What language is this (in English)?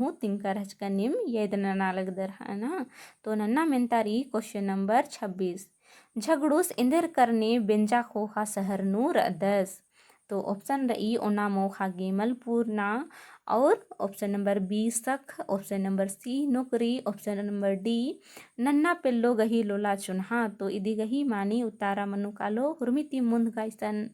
Kurukh